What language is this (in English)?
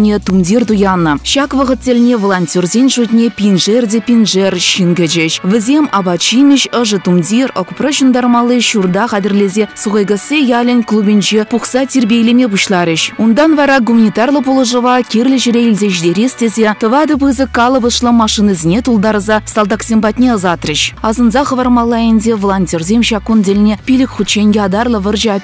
Chuvash